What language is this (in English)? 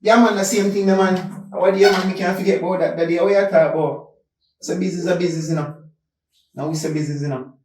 Jamaican Creole English